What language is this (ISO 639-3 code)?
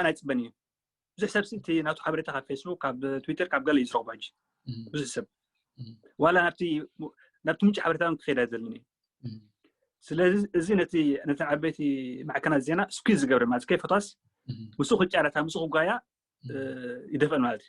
tir